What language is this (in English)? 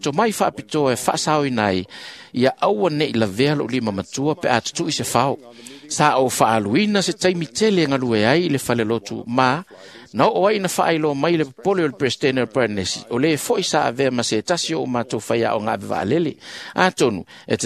Samoan